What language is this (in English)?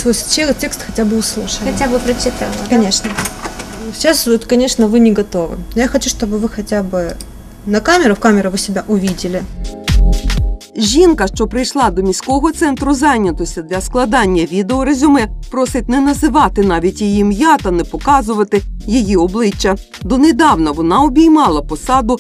Ukrainian